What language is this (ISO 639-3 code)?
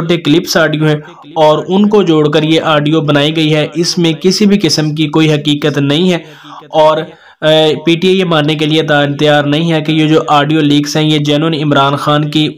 urd